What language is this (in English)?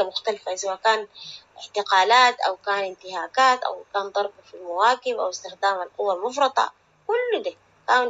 Sudanese Arabic